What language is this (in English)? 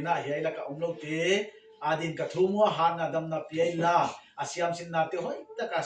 Paite Chin